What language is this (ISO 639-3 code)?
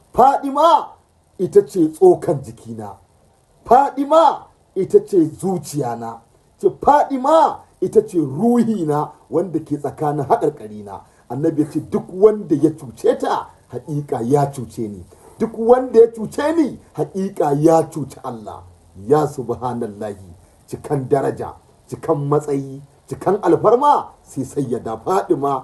hau